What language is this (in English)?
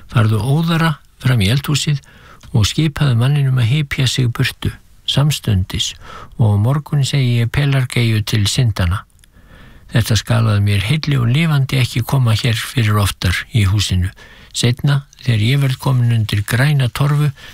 Icelandic